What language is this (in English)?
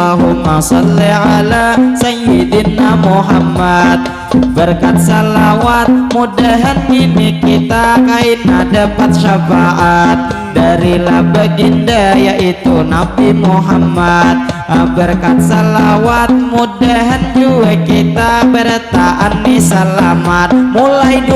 Banjar